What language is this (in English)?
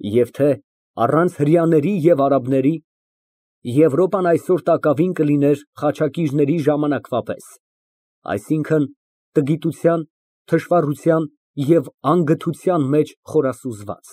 Armenian